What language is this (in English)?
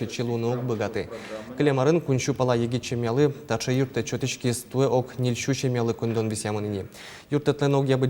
Udmurt